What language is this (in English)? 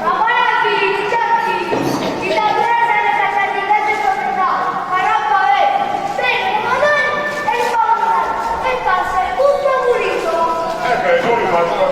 Neapolitan